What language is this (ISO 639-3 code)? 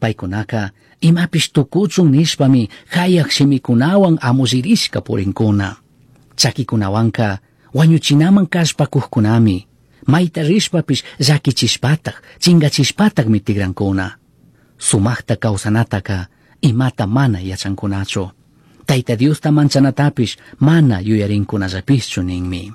qug